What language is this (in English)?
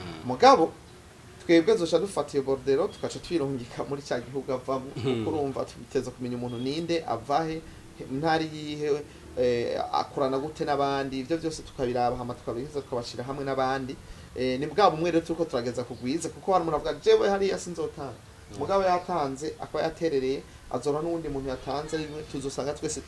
Rundi